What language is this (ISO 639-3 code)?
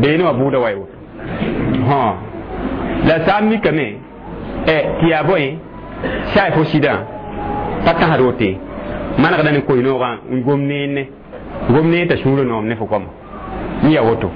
mos